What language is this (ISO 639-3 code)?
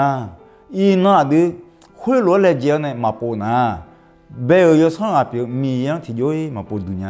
ahk